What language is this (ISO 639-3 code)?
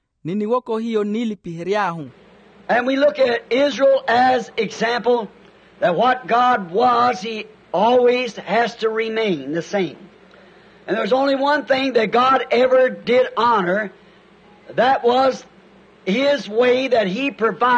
vmw